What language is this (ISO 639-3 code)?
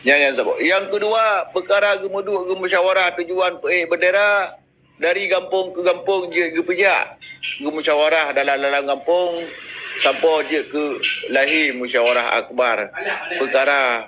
ace